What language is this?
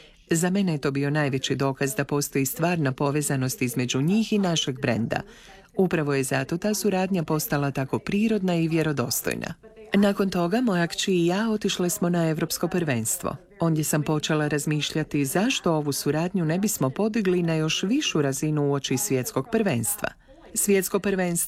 Croatian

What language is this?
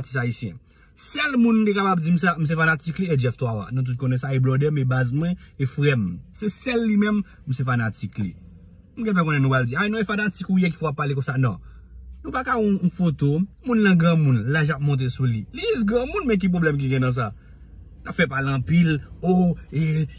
Haitian Creole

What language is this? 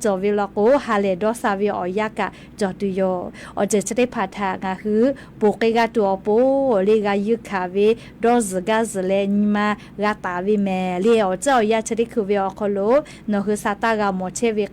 Lahu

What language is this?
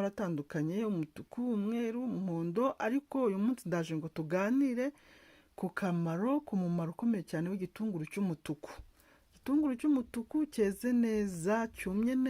Kinyarwanda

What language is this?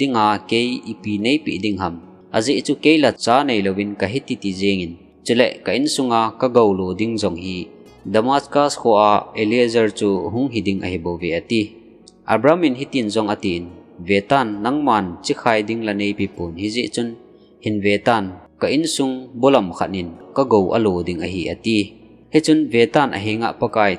Thado Chin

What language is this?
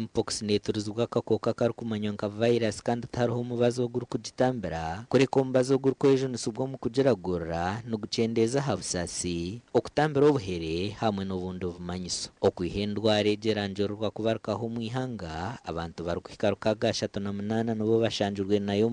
Nyankole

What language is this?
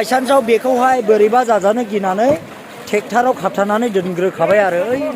Bodo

